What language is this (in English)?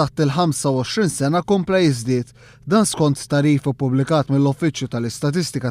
Maltese